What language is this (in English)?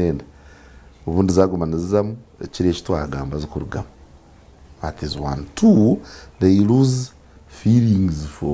Nyankole